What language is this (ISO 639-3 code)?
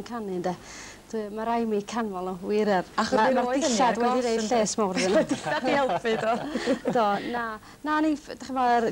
cym